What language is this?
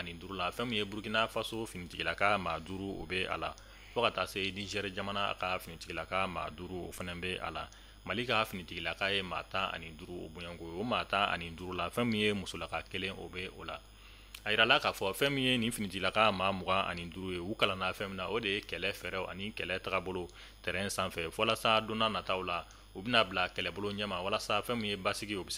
Bambara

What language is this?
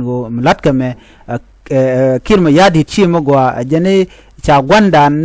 Nuer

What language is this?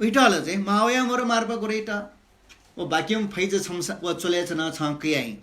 Newari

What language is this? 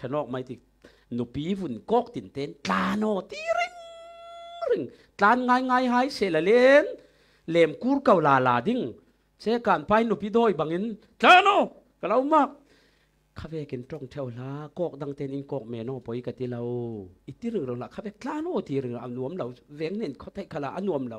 Falam Chin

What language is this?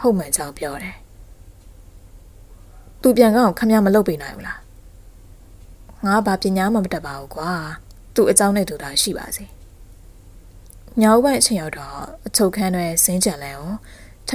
Burmese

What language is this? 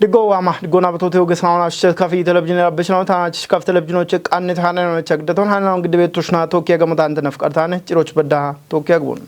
Kafa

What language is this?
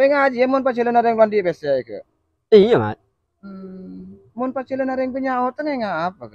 Madurese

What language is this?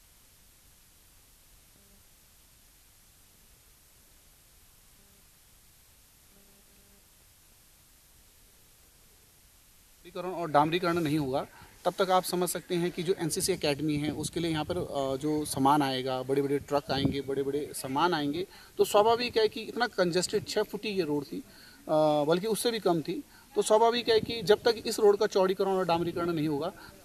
Hindi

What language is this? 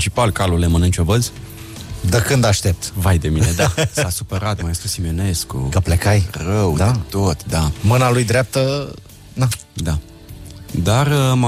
Romanian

